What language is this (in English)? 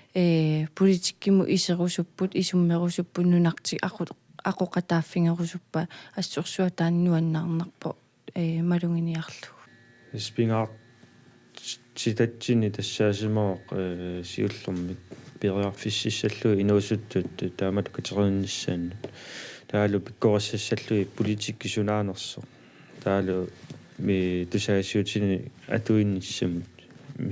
Kalaallisut